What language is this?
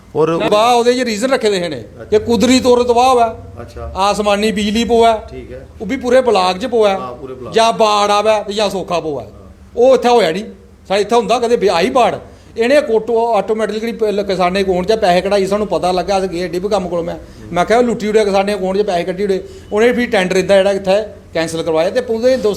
Dogri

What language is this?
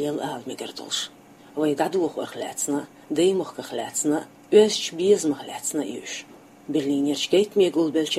Chechen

